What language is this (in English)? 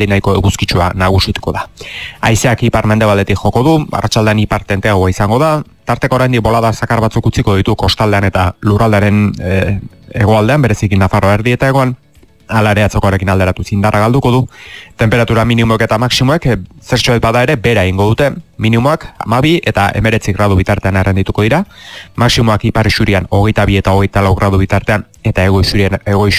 Basque